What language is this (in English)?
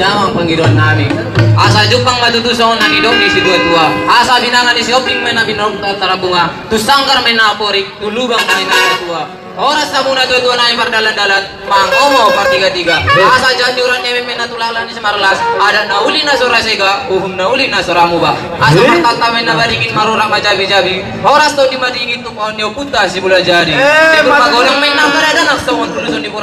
Batak Toba